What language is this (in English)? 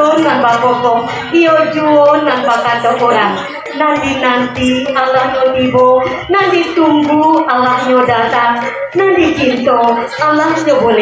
Minangkabau